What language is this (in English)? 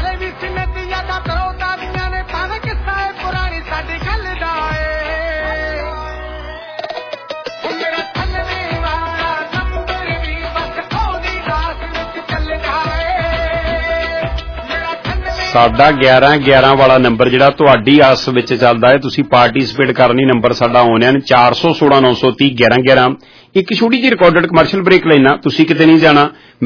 Punjabi